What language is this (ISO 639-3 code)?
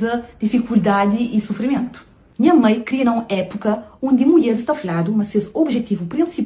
kea